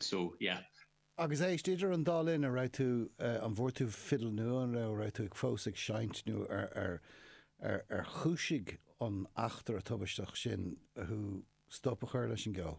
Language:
Irish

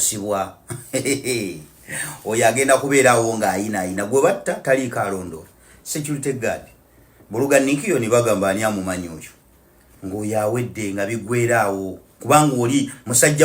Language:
Ganda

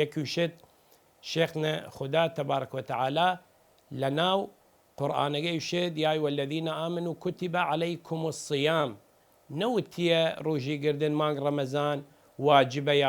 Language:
Southern Kurdish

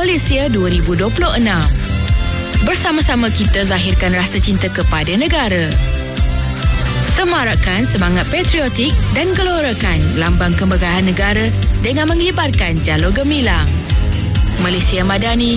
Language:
Malay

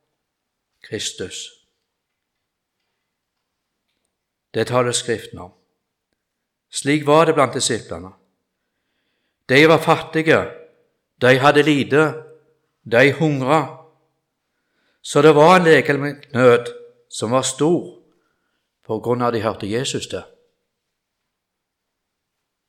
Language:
Norwegian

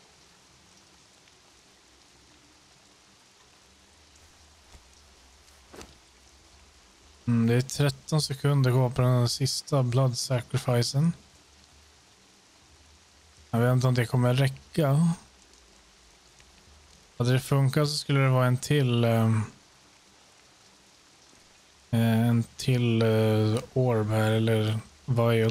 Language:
Swedish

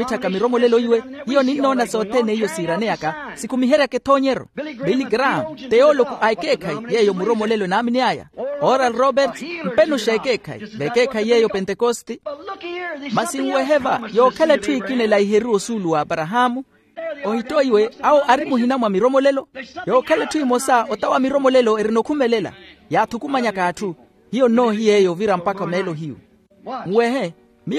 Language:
Makhuwa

